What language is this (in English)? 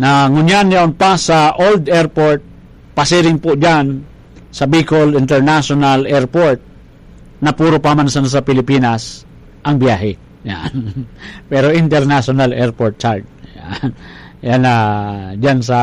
Bikol